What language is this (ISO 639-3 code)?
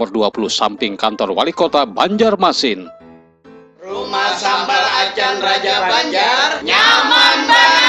bjn